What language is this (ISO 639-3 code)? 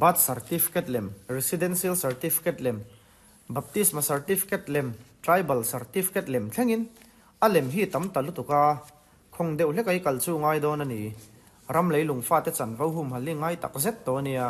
lus